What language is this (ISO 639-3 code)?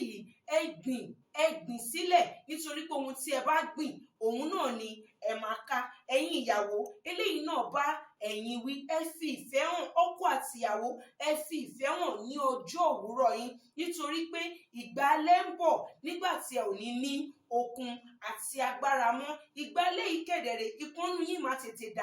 yor